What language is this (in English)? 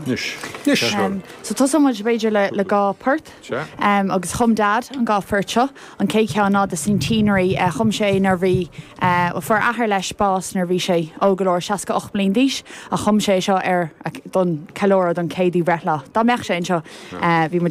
Irish